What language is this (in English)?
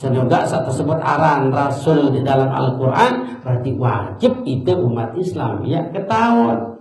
Sasak